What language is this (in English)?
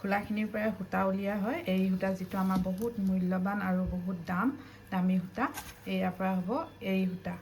Assamese